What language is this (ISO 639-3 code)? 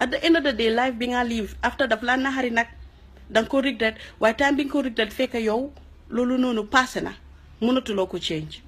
wol